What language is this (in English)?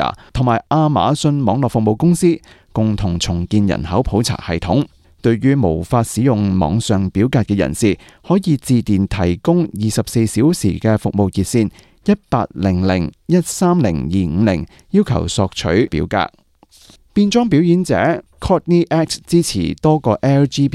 Cantonese